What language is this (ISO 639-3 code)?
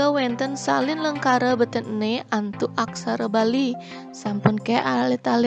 ban